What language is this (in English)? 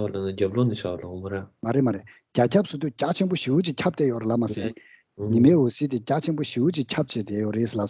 Tibetan